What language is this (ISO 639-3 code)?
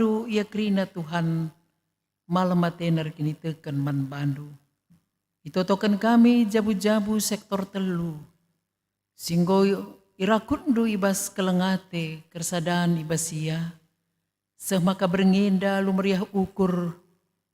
btx